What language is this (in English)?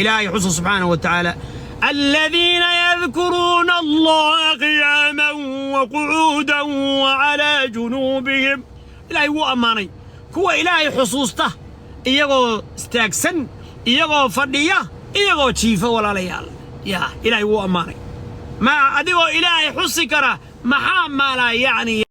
Somali